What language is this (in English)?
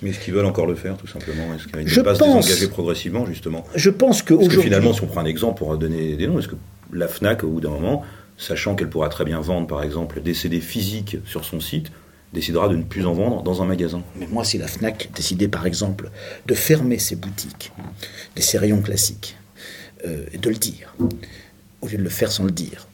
French